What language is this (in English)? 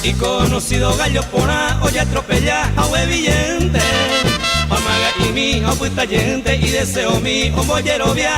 Guarani